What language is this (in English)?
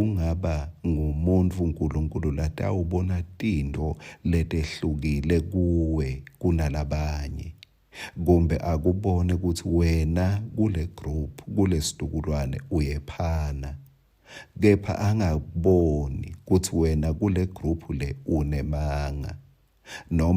Swati